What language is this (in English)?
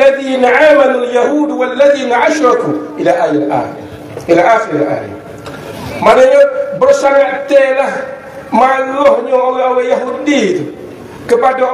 Malay